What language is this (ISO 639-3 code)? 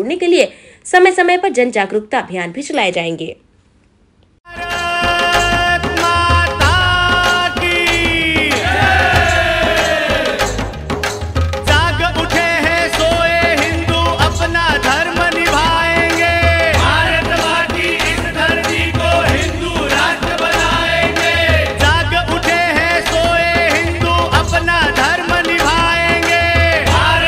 hin